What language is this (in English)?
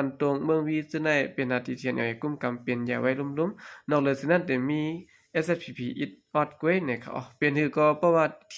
Shan